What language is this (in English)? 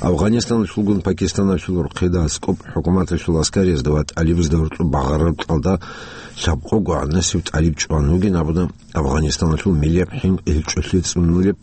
Avaric